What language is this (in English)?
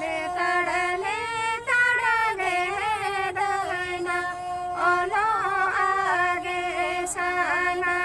Santali